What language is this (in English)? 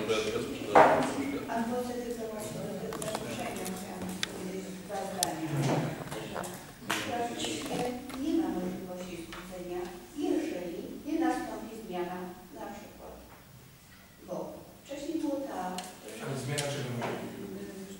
Polish